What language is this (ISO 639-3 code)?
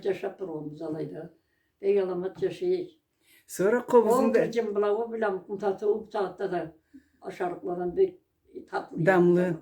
krc